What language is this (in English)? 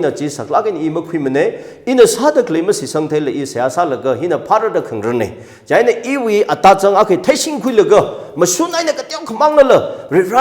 Tangkhul Naga (India)